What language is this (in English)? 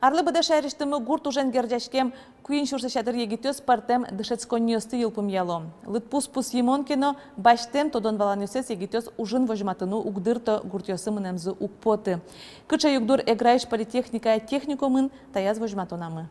Udmurt